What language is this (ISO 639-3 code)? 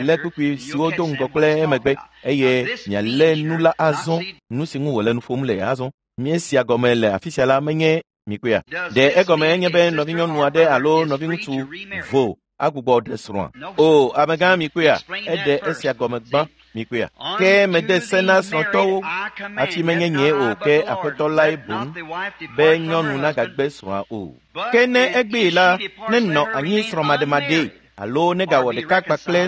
ewe